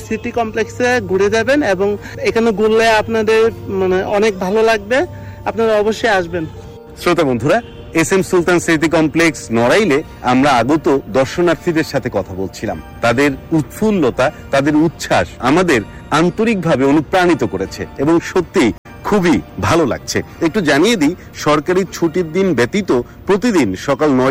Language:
Bangla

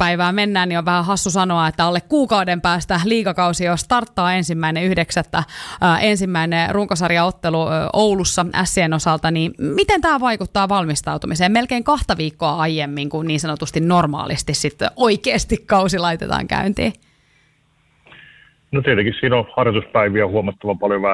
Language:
Finnish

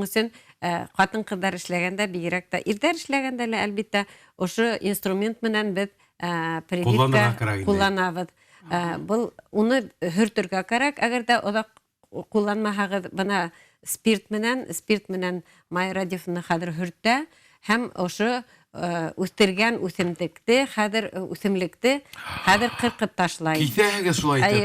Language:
Bashkir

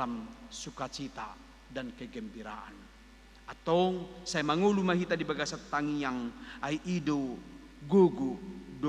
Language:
Batak Toba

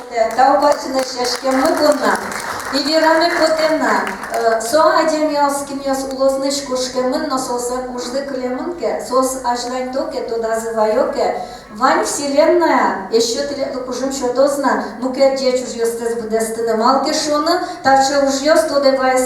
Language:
Udmurt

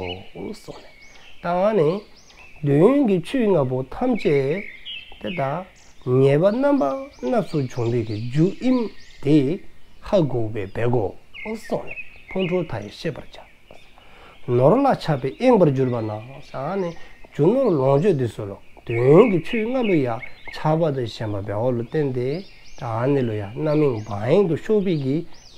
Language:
Dzongkha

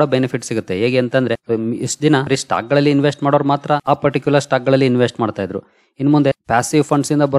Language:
Kannada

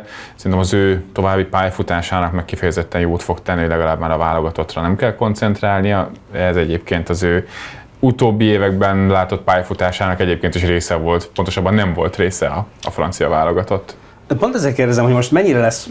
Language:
Hungarian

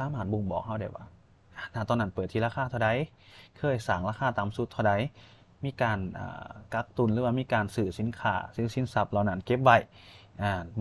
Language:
Lao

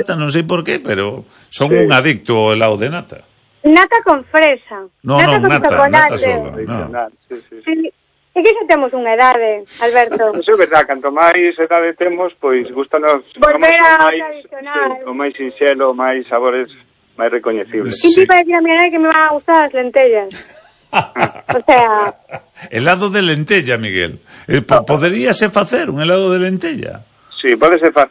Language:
Galician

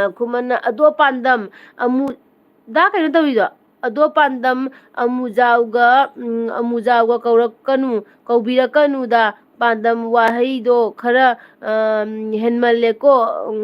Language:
Manipuri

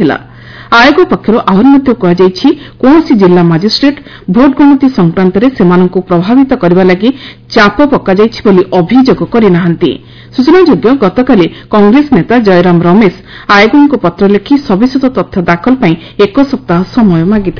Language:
Odia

